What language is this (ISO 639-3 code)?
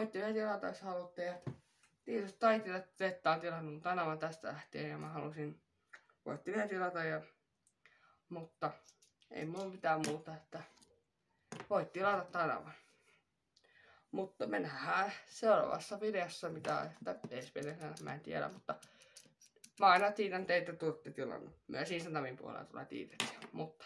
fin